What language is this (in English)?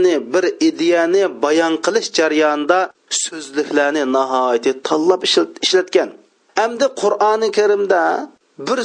Uyghur